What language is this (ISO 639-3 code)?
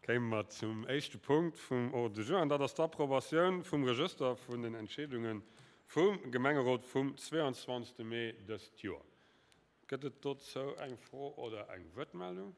ltz